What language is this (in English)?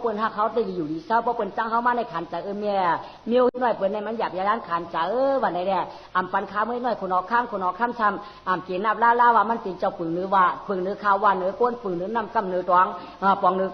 Shan